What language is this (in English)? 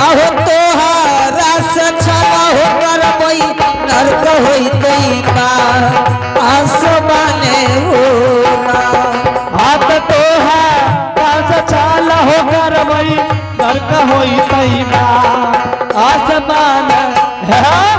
Angika